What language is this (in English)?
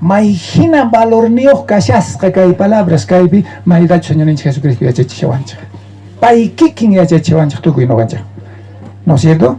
South Bolivian Quechua